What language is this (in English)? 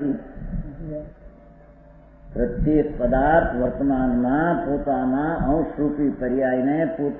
Gujarati